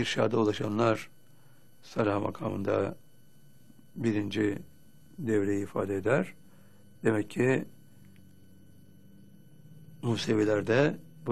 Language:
Turkish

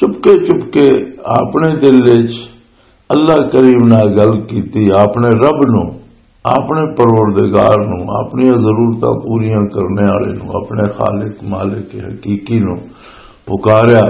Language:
Western Panjabi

